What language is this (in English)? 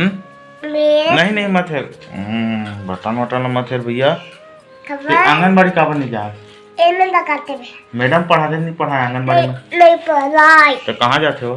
Chhattisgarhi